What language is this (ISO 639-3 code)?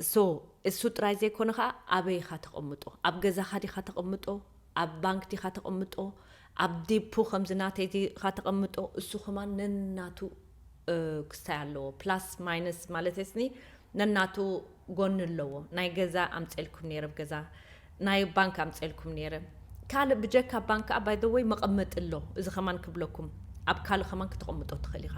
tir